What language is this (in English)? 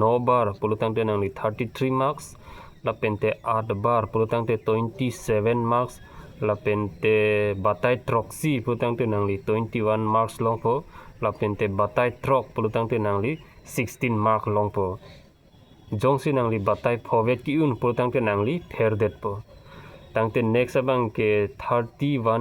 Karbi